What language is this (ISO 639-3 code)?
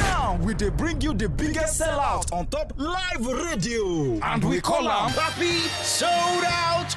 pcm